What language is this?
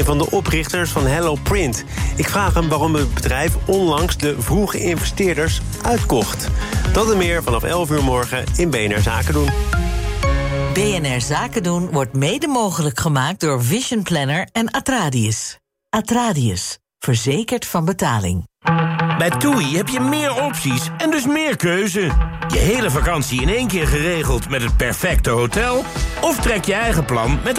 Dutch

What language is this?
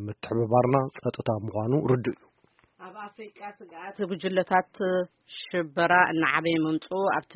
Tigrinya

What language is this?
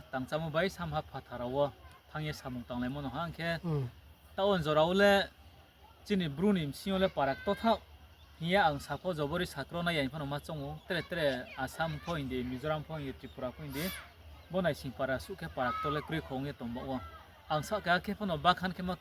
Riang (India)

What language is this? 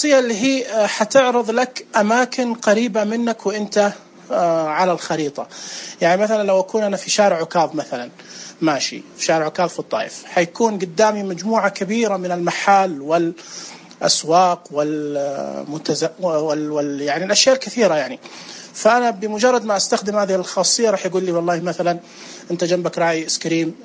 Najdi Arabic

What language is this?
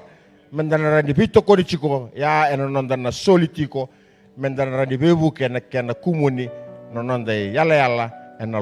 Fijian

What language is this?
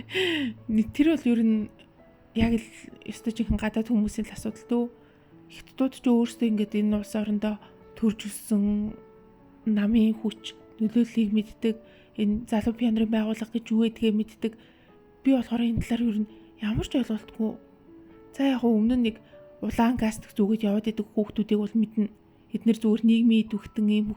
Mongolian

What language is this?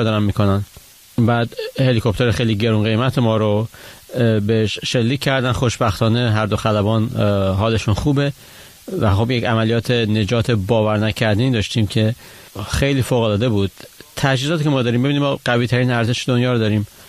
Persian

